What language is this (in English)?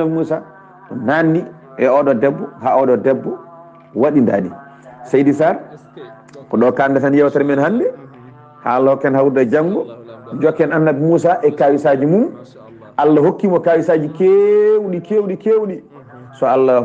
Fula